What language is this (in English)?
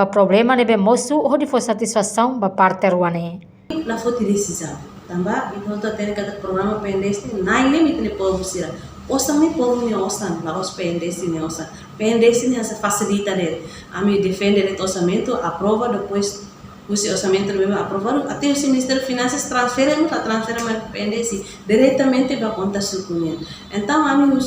Tetum